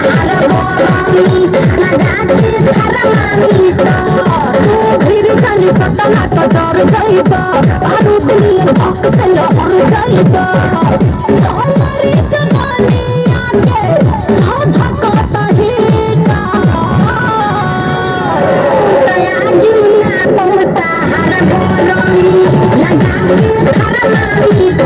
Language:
Bhojpuri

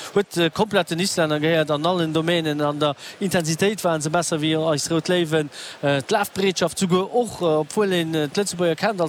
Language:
Luxembourgish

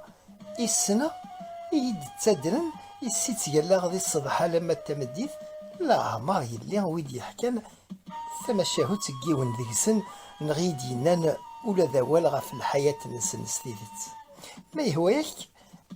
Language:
Kabyle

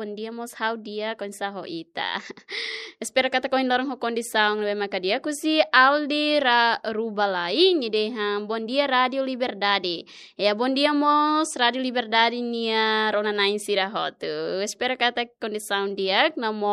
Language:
Tetum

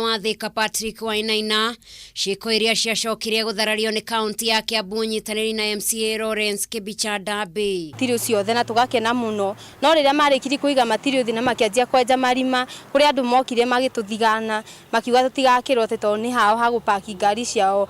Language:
Kikuyu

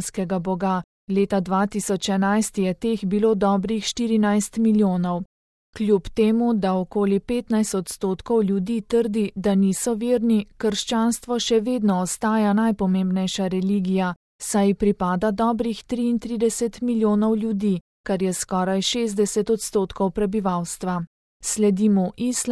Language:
Slovenian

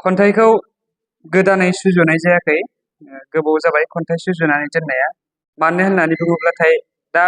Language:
Bodo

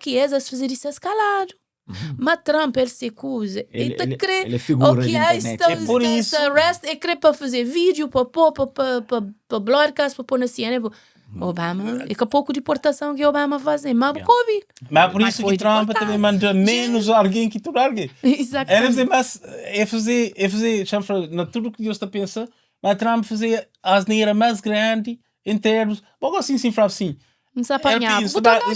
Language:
Kabuverdianu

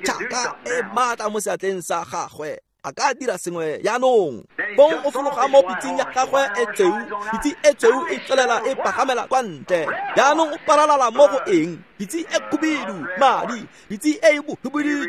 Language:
Tswana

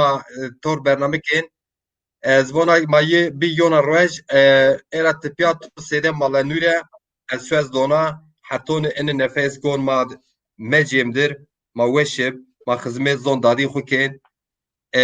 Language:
Zaza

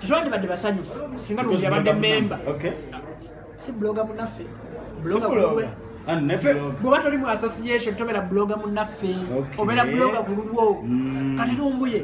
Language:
Ganda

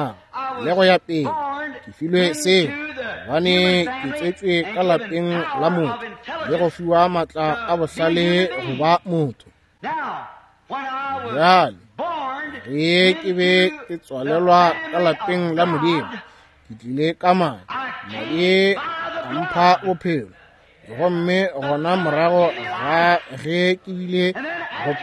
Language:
Northern Sotho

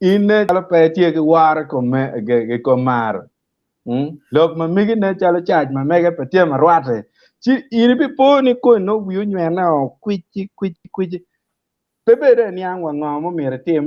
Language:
Acoli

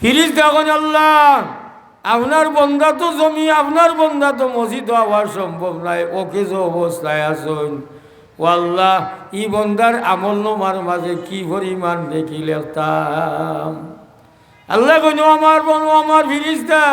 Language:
Sylheti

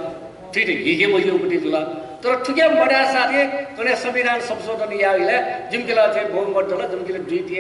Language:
Newari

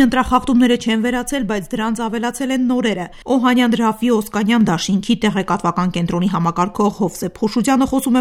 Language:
Armenian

